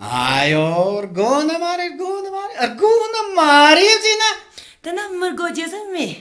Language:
Amdo Tibetan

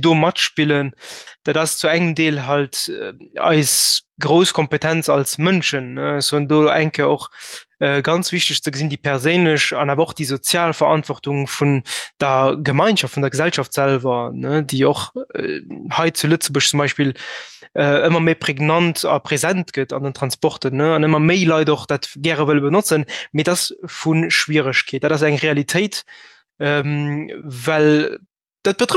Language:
Luxembourgish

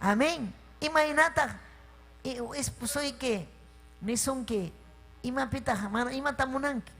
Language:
Ayacucho Quechua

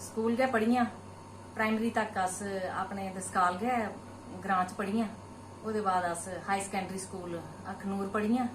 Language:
Dogri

